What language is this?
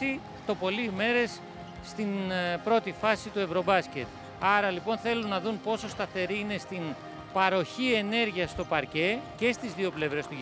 Greek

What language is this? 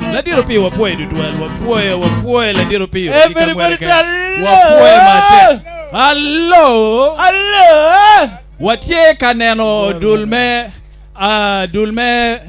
Acoli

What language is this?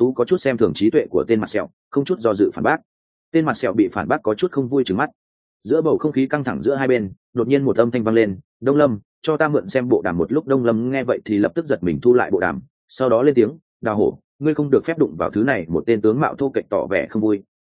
Vietnamese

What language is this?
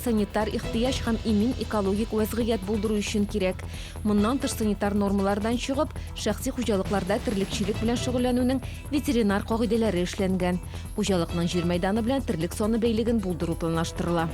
Tatar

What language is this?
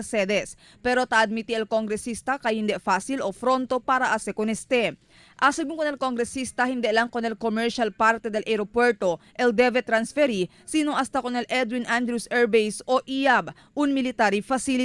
Chavacano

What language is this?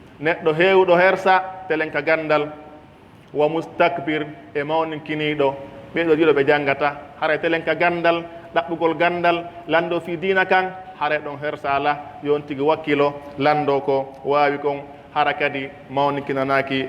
Pular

